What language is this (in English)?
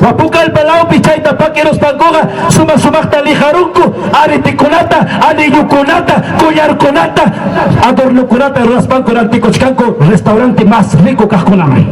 Ayacucho Quechua